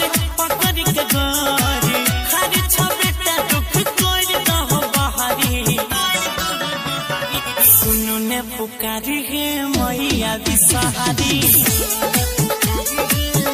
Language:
Bhojpuri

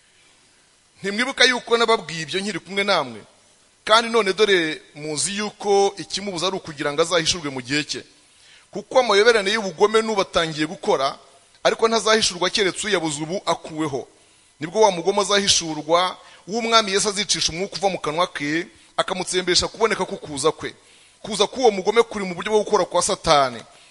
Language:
Kinyarwanda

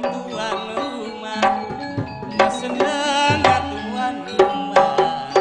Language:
Madurese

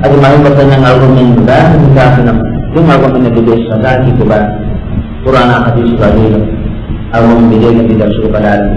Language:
Divehi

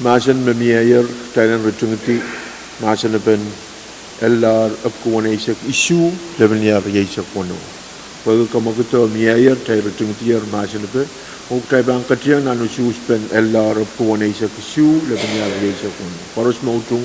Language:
Pohnpeian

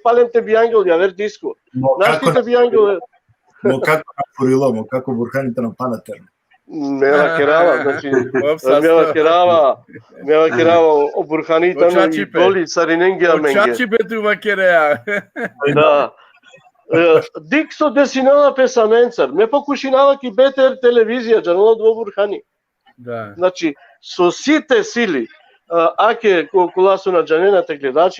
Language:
Balkan Romani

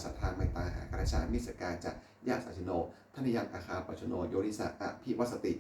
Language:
Pali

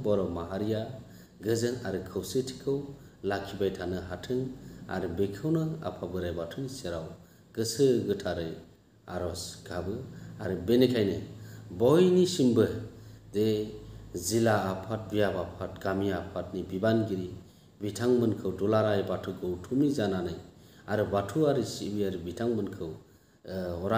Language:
Bodo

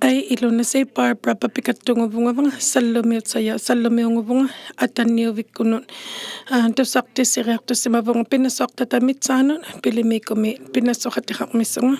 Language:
Inuktitut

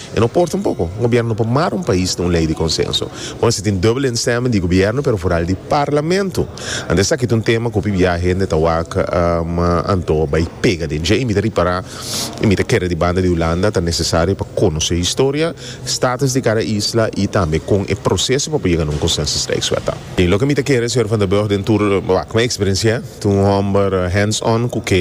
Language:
Papiamento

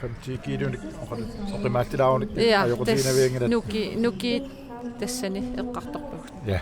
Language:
Kalaallisut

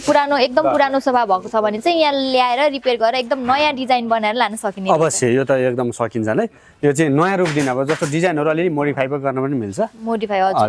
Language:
Nepali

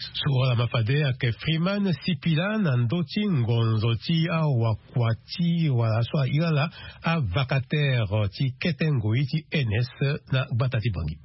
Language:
Sango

